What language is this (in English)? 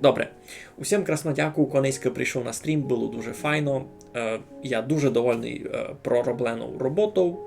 Rusyn